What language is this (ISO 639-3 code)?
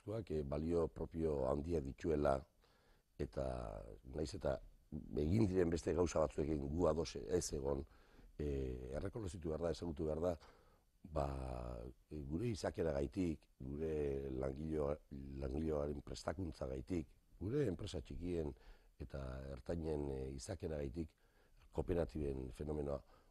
eus